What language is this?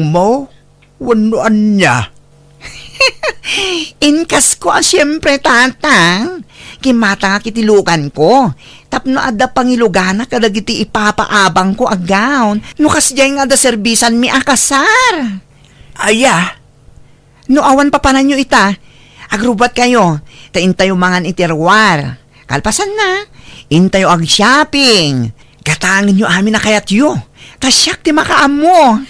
Iloko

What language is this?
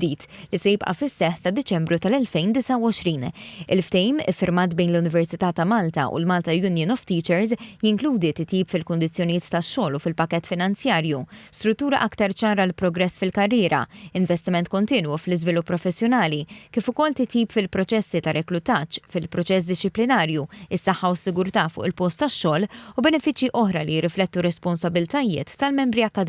Maltese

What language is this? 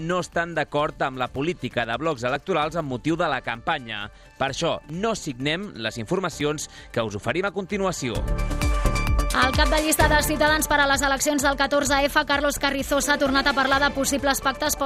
Catalan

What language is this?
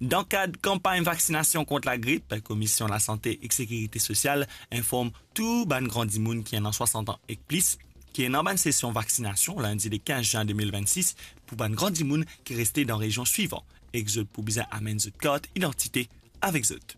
Morisyen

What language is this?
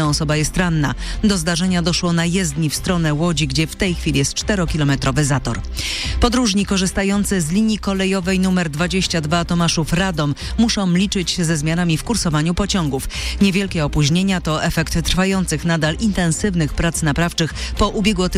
Polish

